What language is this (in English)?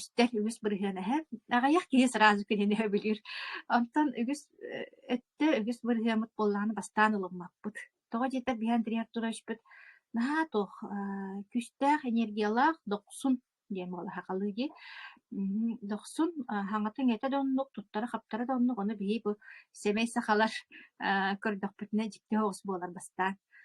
Yakut